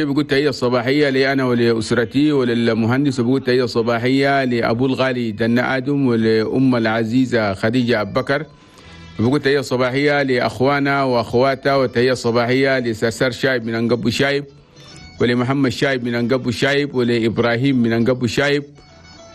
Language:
Chadian Arabic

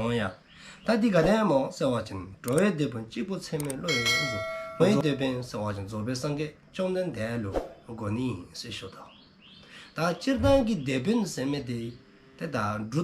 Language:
Dzongkha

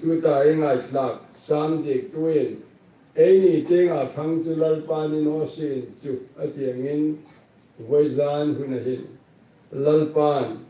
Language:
Hmar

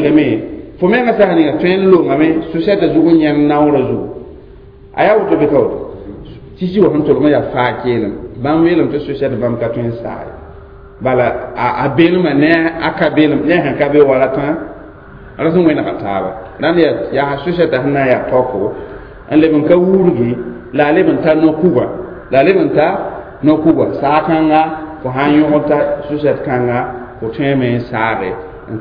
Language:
Mossi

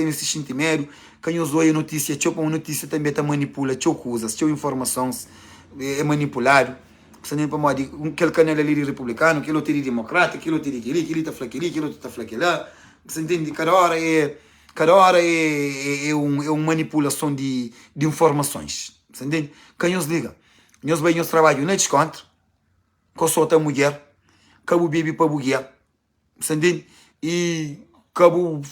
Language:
Kabuverdianu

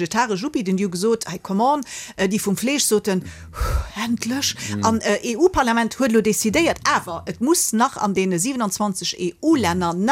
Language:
Luxembourgish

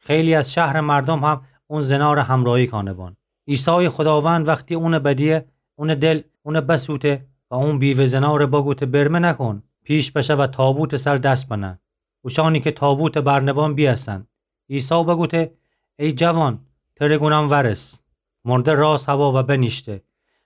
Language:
Gilaki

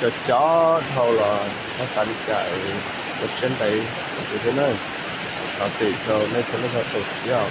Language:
Hmong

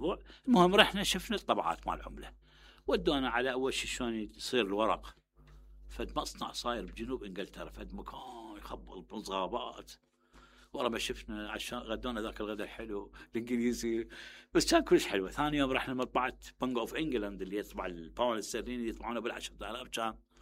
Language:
Mesopotamian Arabic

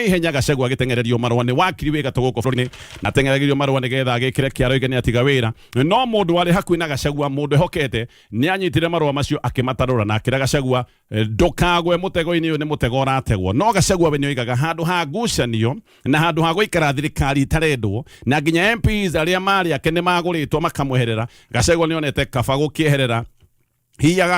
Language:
Kikuyu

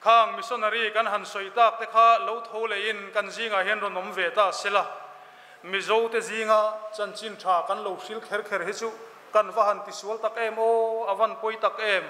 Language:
Mizo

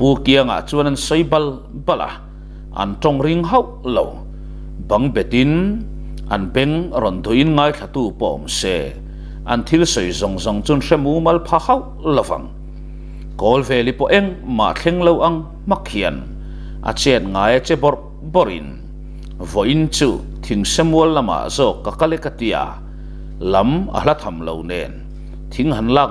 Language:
Mizo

